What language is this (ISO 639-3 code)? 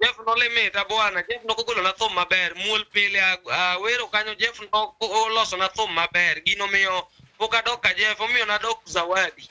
luo